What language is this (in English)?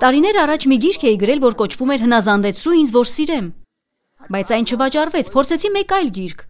Armenian